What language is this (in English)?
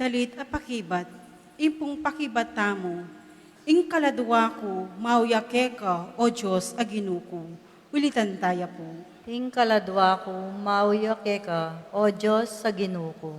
Pampanga